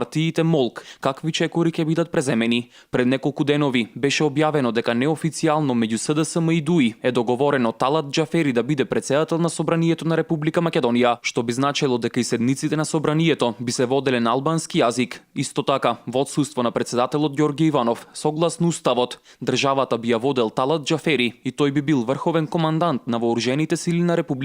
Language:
Macedonian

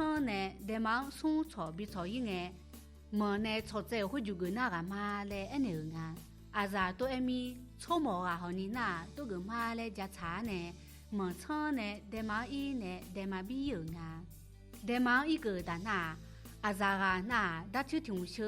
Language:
Akha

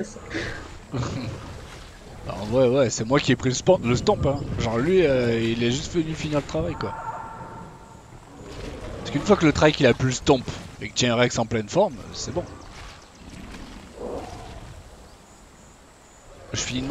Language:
French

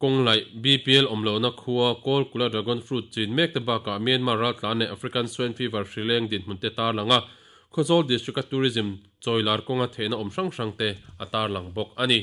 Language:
Mizo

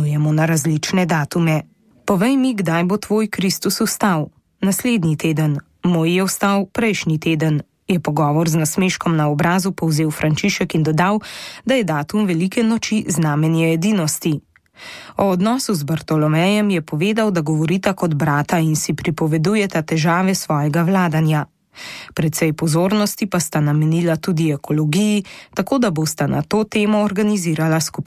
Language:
Slovenian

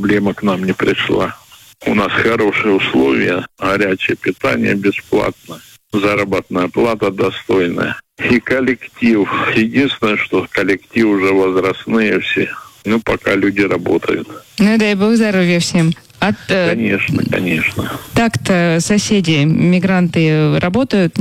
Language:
Russian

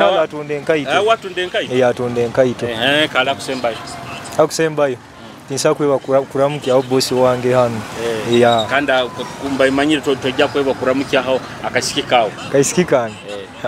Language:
Nyoro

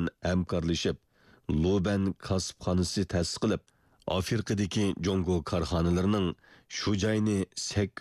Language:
Uyghur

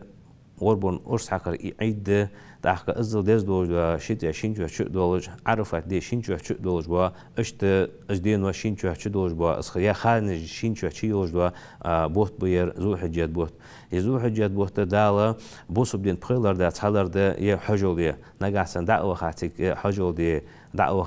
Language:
Ingush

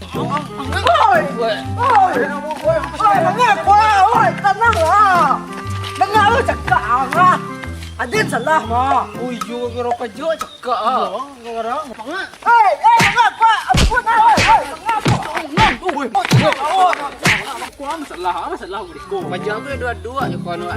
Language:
Minangkabau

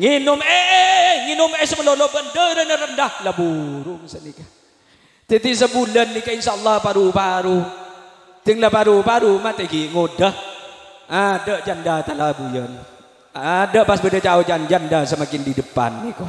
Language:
Madurese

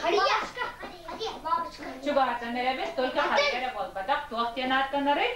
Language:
Yakut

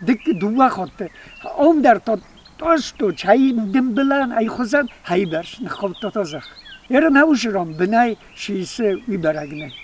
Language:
Ossetic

